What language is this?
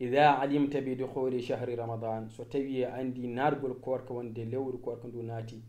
Fula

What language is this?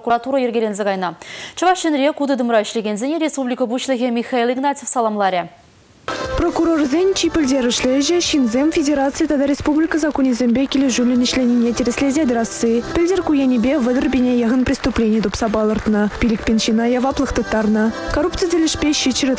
Chuvash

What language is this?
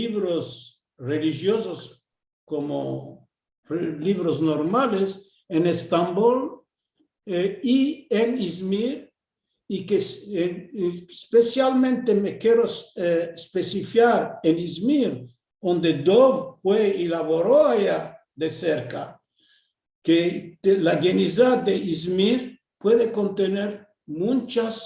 Ladino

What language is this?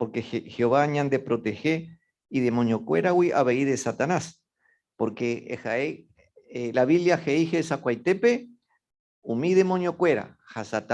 Guarani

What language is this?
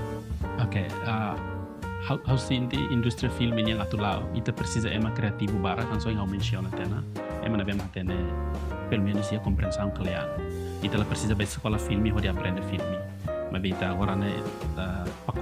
Tetum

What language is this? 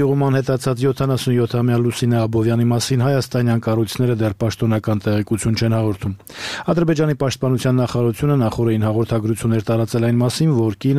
Armenian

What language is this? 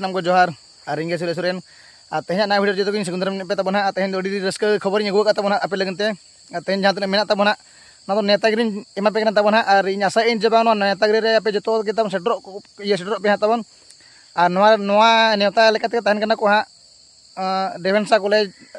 Santali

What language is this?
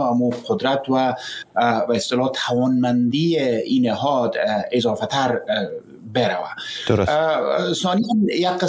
Persian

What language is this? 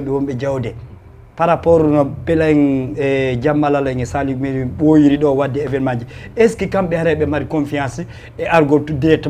Fula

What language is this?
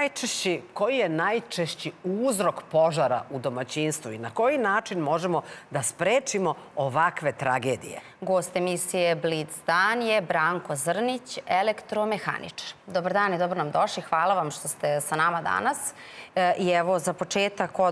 Serbian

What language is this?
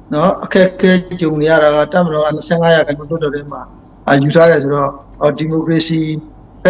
Burmese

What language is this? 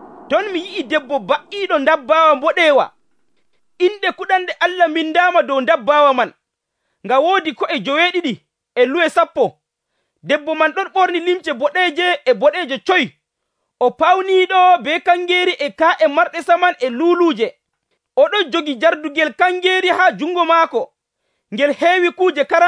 Nigerian Fulfulde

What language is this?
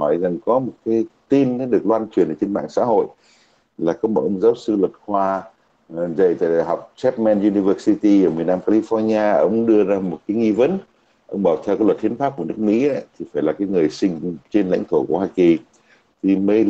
Vietnamese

